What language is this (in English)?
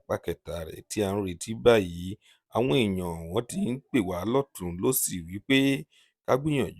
Yoruba